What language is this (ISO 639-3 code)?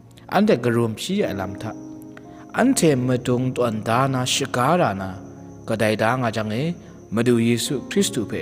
kac